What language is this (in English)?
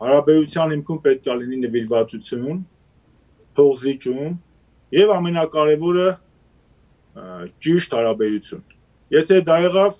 Western Armenian